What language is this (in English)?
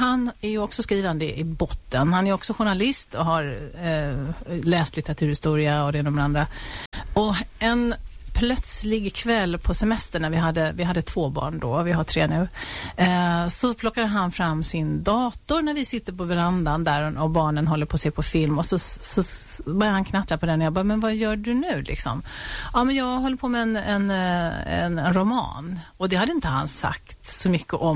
Swedish